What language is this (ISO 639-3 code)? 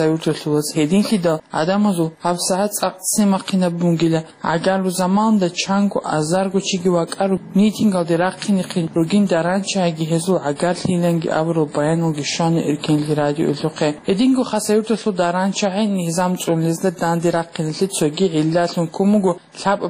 ava